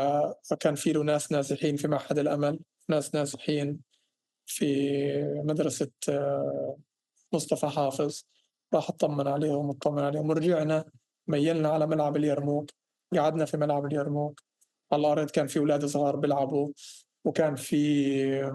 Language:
North Levantine Arabic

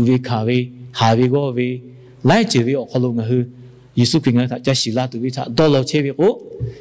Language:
Lahu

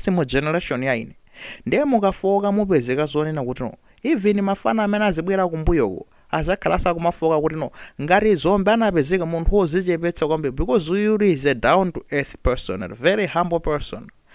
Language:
Nyanja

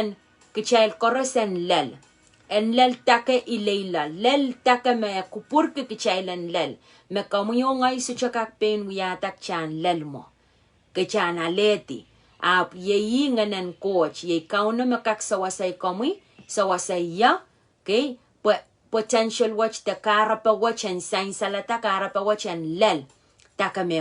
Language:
Pohnpeian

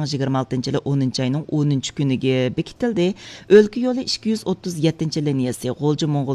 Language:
Uyghur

